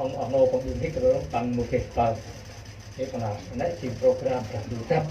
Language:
Central Mnong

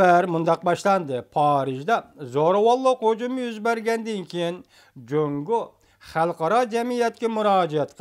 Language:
Uyghur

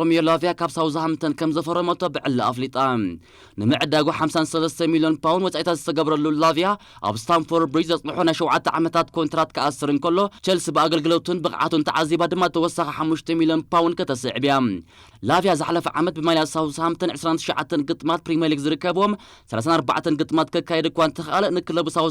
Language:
Tigrinya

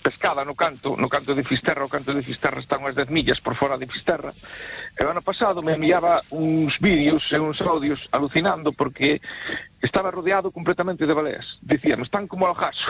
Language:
Galician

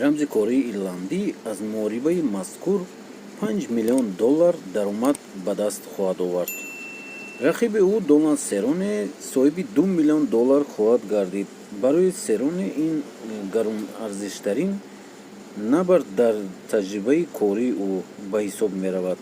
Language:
Tajik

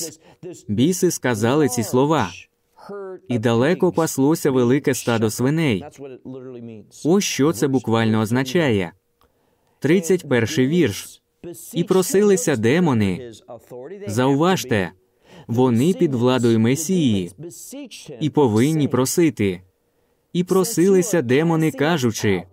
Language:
Ukrainian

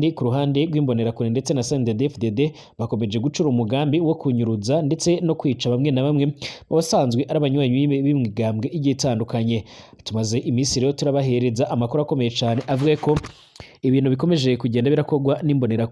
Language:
Rundi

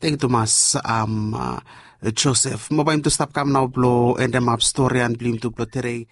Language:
Bislama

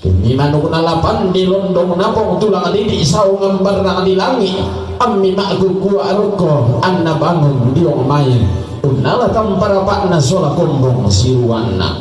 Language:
Toraja-Sa'dan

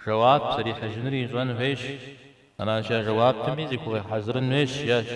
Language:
Kabardian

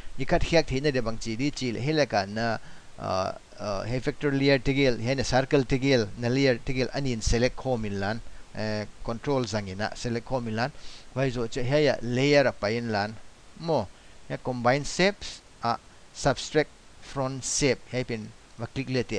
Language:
Paite Chin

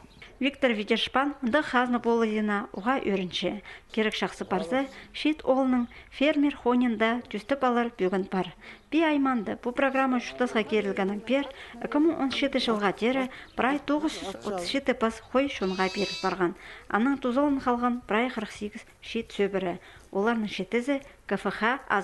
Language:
Khakas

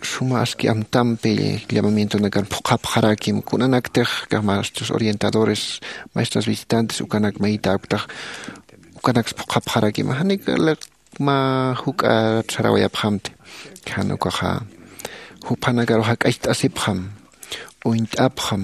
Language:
Aymara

